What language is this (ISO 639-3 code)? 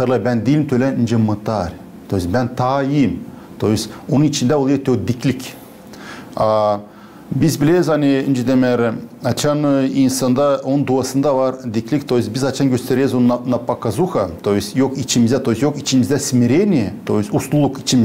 gag